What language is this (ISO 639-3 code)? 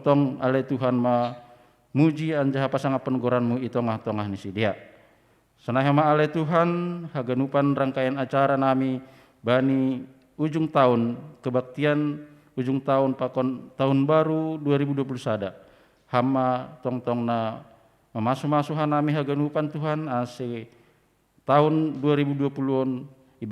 bts